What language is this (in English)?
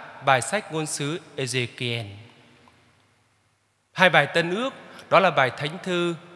Vietnamese